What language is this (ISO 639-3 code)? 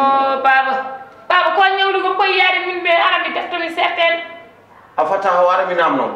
ful